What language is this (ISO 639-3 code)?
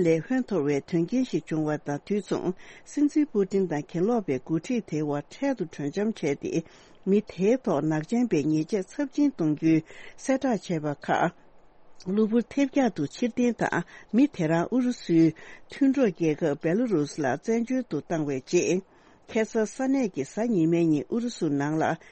bod